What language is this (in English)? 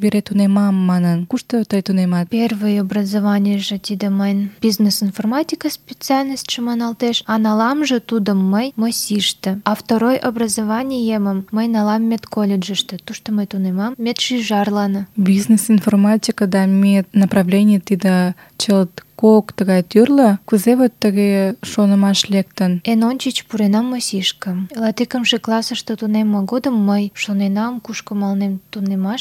Mari